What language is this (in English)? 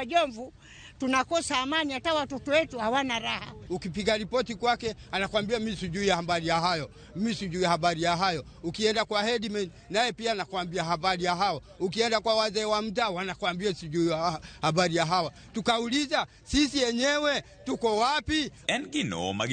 Luo (Kenya and Tanzania)